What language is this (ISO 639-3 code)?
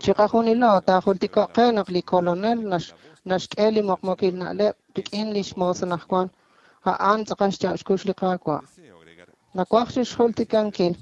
kek